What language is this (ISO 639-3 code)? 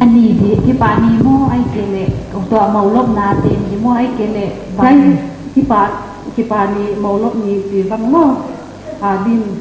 pck